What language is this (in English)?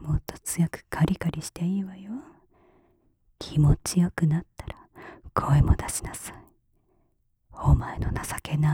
Japanese